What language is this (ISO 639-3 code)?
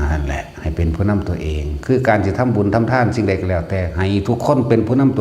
tts